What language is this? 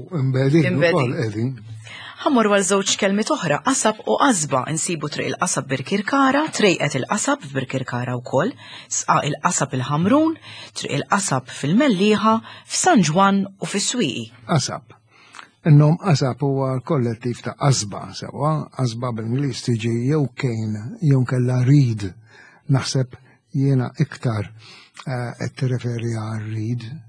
Maltese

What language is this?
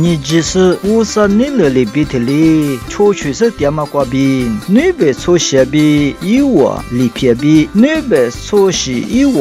Lisu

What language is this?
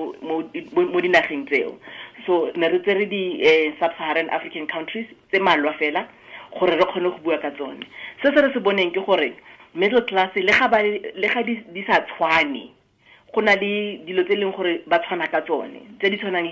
Tswana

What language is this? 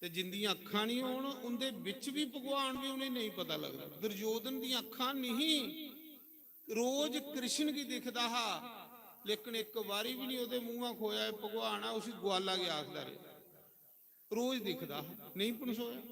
Dogri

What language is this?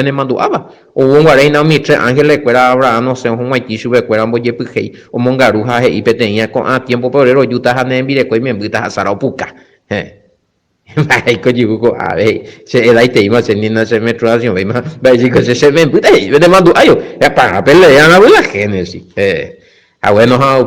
Guarani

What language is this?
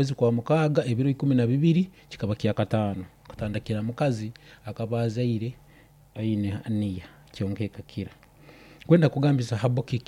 Nyankole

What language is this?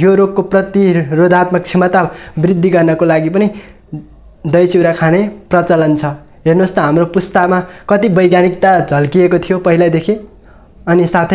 Nepali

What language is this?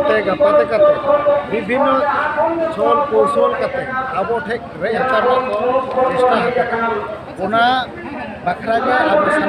Santali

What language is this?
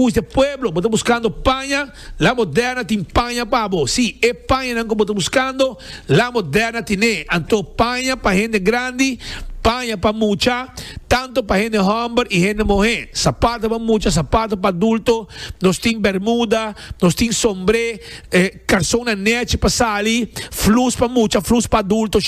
Papiamento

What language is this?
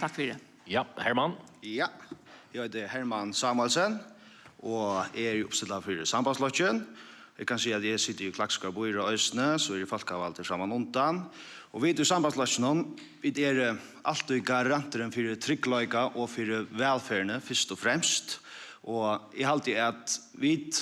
Faroese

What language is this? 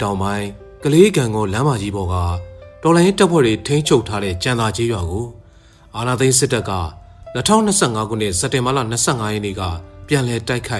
Burmese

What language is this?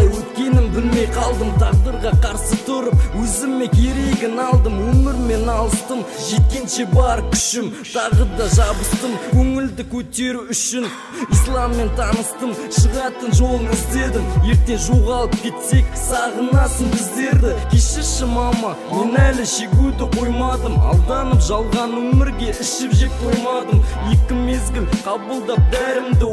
Kazakh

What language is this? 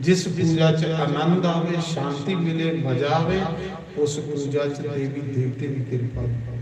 Dogri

